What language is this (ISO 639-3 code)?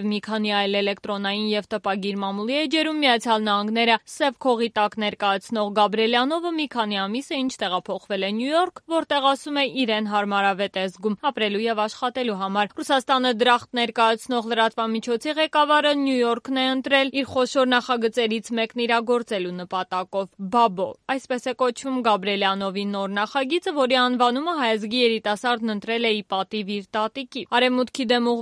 hye